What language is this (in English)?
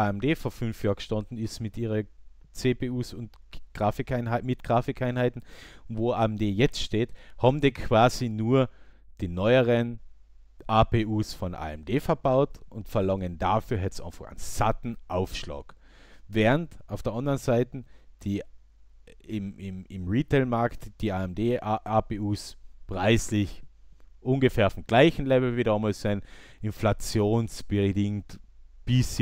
German